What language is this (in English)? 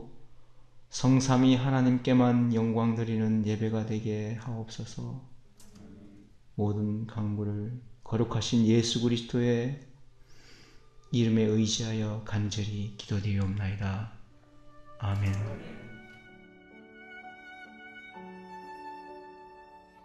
Korean